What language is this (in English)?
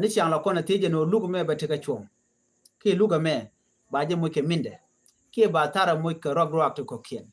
Nuer